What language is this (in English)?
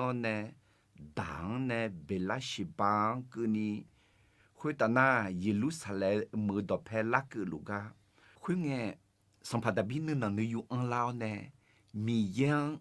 Akha